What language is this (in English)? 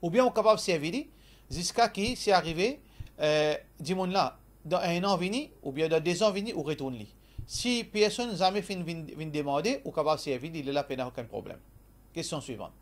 Morisyen